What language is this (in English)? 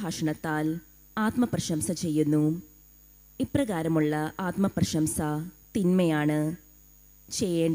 Malayalam